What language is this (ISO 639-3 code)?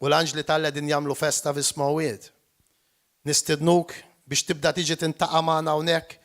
mlt